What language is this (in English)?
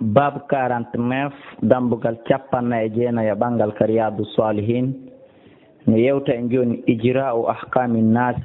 Fula